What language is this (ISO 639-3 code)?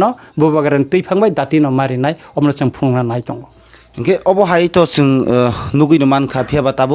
trp